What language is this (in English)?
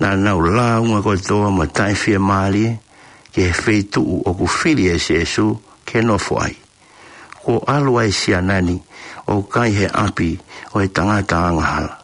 Tongan